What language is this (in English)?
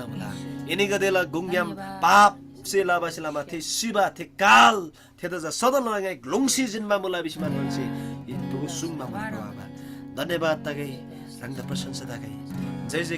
Eastern Tamang